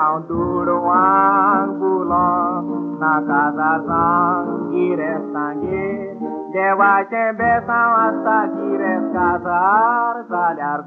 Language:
Konkani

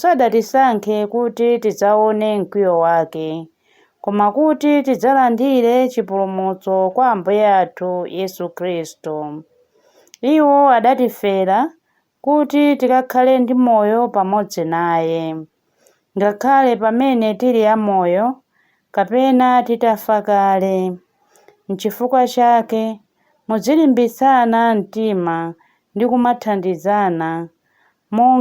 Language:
Nyanja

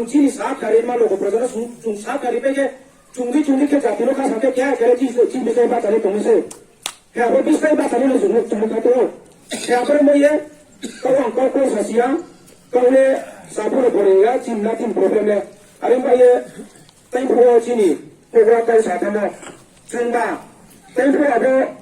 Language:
Riang (India)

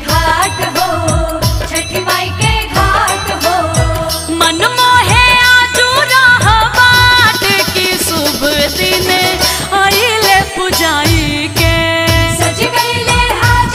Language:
Bhojpuri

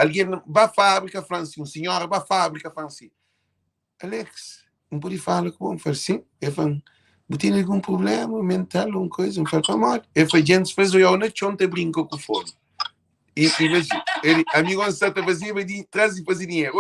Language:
Kabuverdianu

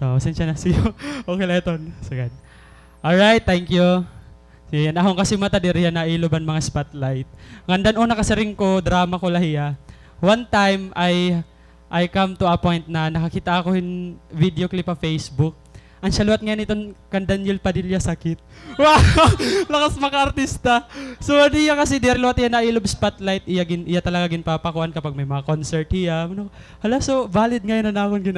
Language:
Waray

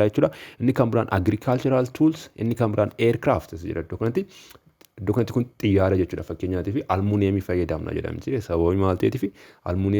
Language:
Oromo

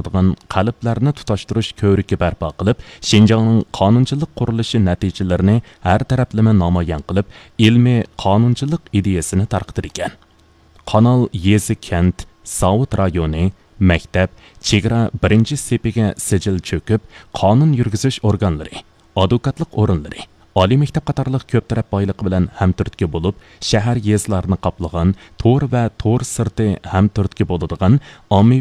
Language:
Uyghur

